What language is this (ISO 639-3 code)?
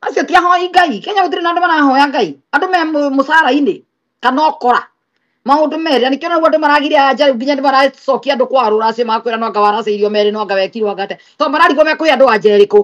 kik